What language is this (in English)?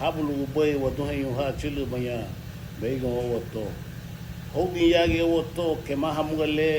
Garifuna